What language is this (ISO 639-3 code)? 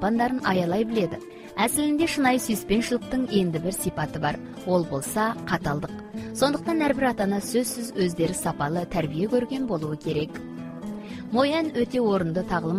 kaz